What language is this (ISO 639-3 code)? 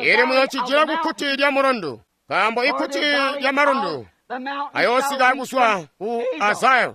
toi